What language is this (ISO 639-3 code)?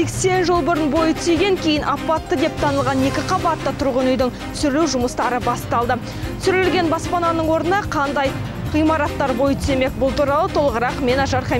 kaz